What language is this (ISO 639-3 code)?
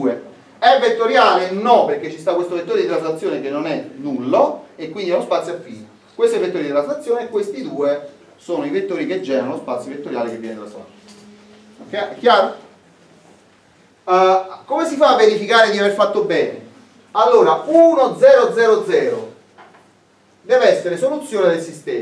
ita